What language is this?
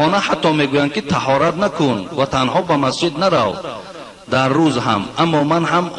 Tajik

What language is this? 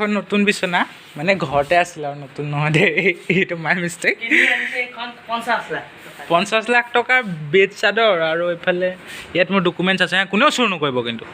Assamese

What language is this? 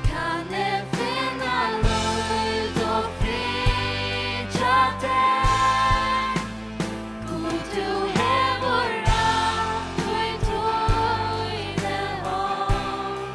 Faroese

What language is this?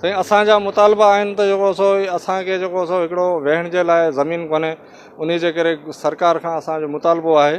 Sindhi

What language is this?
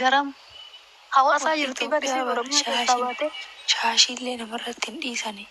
Oromo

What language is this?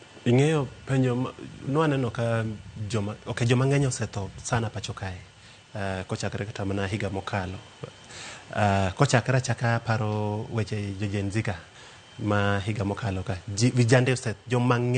Luo (Kenya and Tanzania)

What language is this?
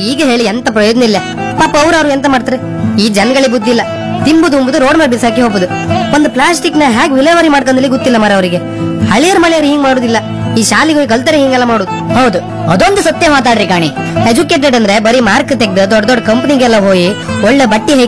Kannada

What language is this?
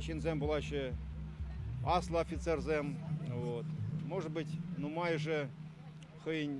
Chuvash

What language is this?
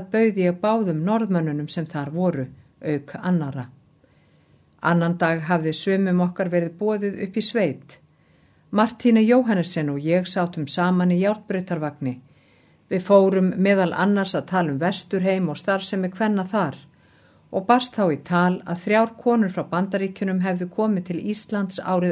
Icelandic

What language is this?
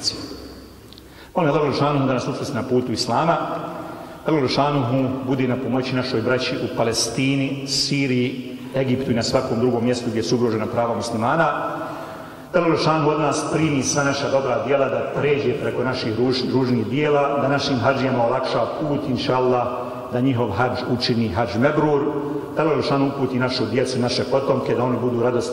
Bosnian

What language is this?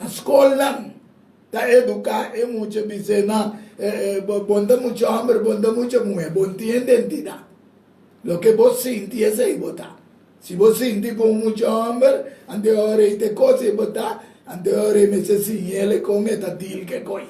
Papiamento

